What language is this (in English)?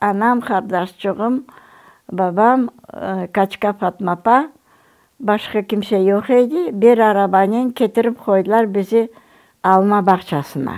Crimean Tatar